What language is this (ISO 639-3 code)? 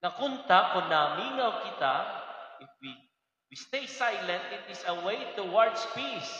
war